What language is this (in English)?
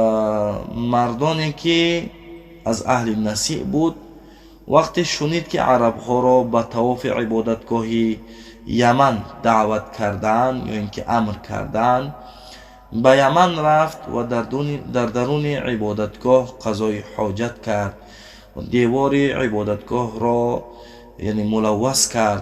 Tajik